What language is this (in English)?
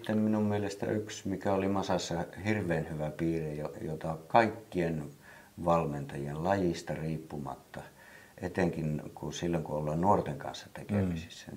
Finnish